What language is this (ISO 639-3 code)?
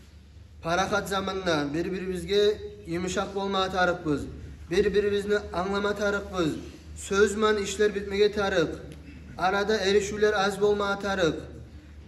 kum